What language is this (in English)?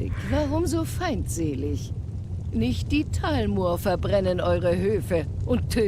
Swiss German